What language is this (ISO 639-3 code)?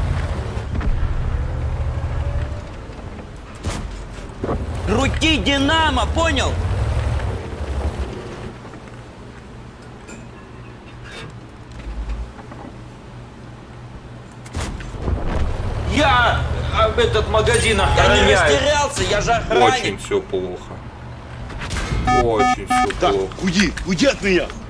rus